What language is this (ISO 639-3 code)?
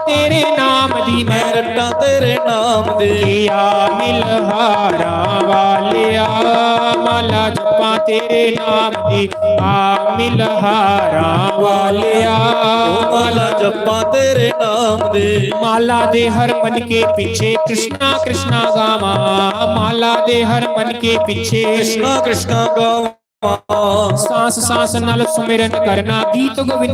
doi